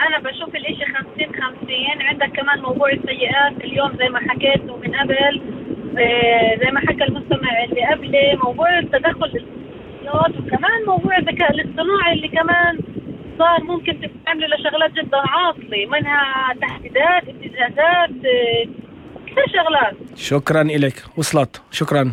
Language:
North Levantine Arabic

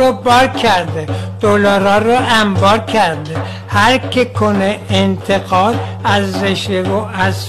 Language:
Persian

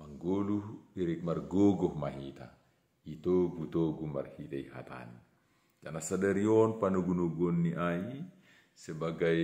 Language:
Batak Simalungun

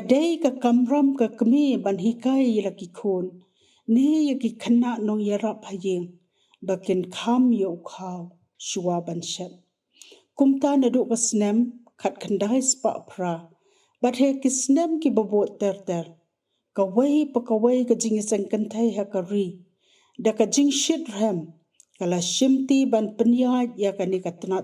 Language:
Khasi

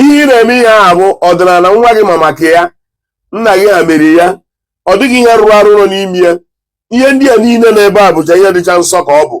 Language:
Igbo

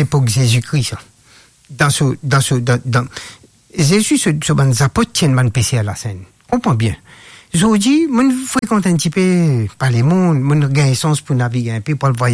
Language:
Morisyen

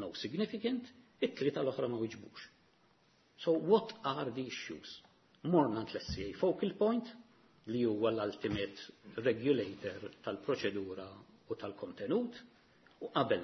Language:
Maltese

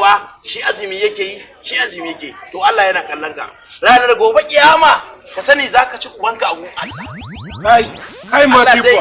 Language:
Hausa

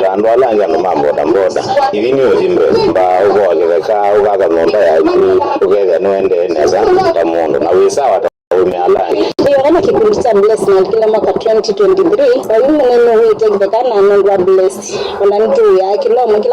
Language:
Kamba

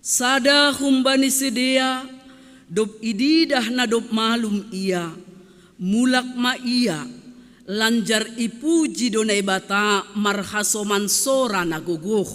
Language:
Batak Simalungun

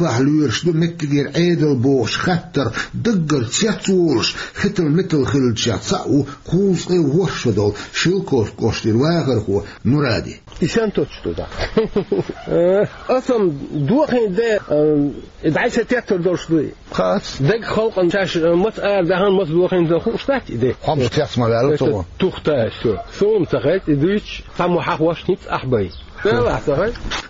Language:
Chechen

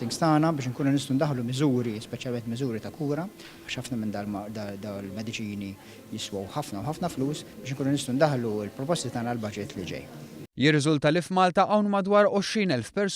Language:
Maltese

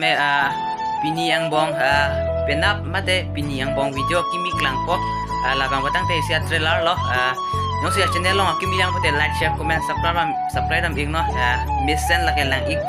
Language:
Karbi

